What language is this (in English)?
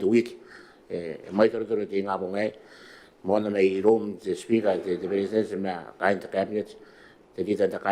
Gilbertese